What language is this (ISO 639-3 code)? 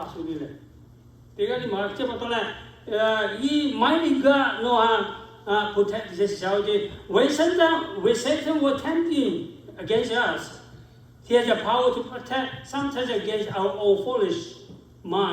lhu